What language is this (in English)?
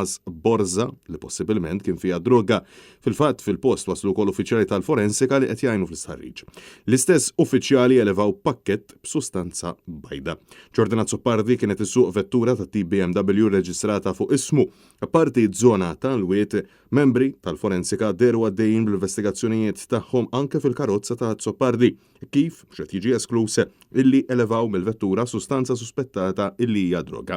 Maltese